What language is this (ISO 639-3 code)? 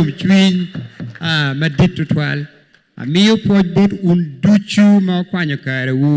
ach